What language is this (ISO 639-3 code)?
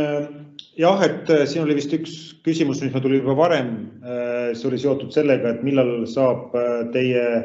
est